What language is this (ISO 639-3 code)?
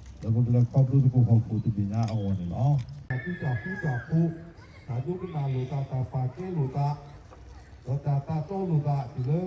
ksw